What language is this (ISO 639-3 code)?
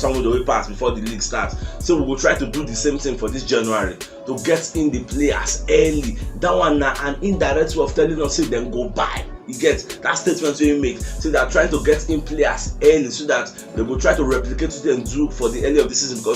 pcm